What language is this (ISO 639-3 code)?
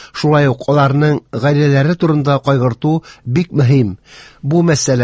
tat